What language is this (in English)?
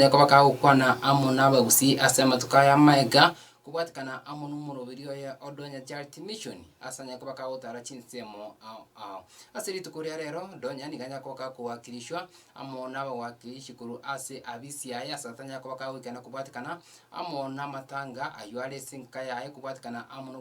Gusii